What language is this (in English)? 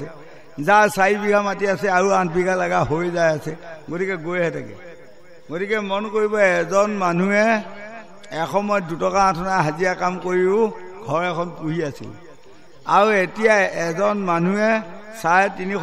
Assamese